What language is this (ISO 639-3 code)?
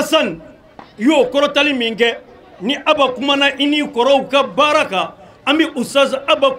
bam